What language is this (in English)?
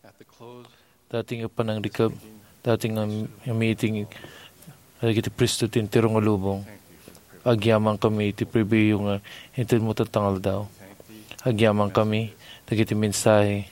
Iloko